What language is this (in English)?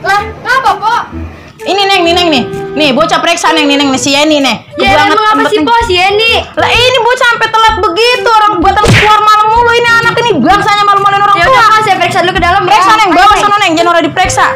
Betawi